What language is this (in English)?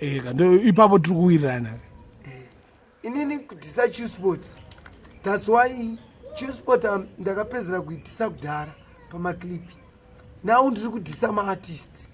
Shona